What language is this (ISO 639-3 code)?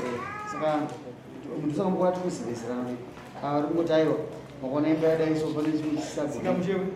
sna